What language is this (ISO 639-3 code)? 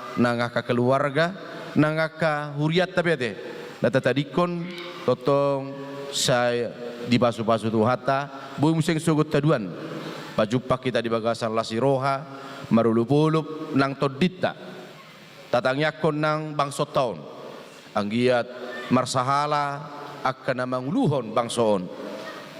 bbc